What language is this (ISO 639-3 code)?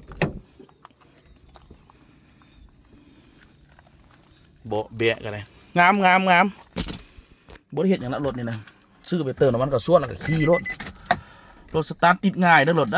lao